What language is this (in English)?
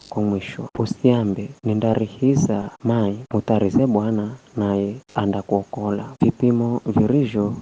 Giryama